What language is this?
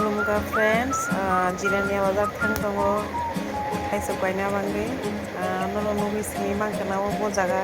Kok Borok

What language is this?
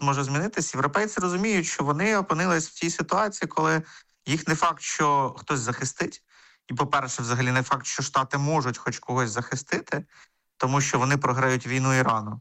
Ukrainian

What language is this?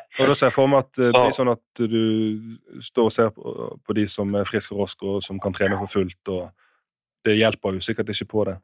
Norwegian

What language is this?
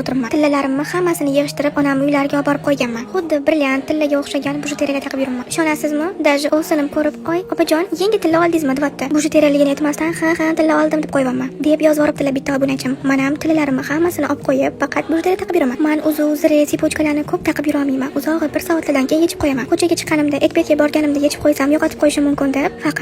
Uzbek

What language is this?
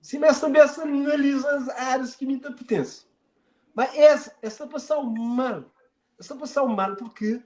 Kabuverdianu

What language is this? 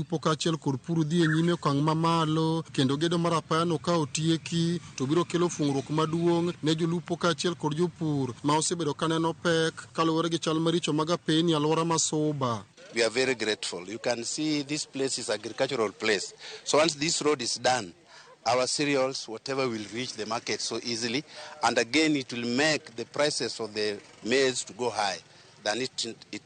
Luo (Kenya and Tanzania)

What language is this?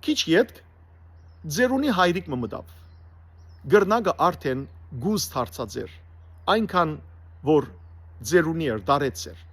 Western Armenian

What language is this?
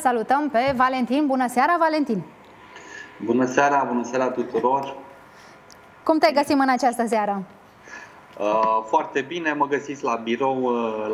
Romanian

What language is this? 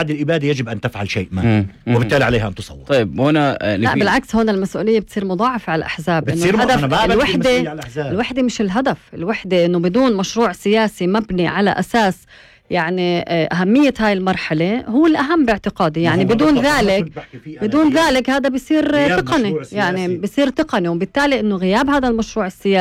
North Levantine Arabic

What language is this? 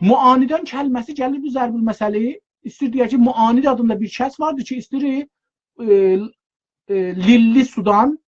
South Azerbaijani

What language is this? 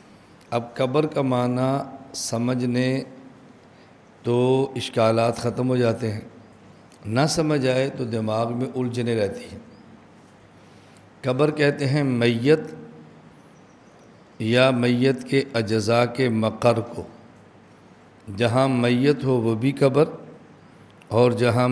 Urdu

